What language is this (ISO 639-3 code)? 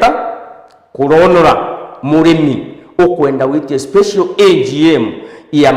mer